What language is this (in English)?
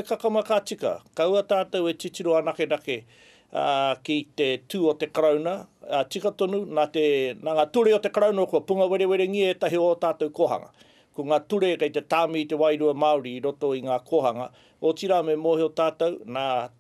Māori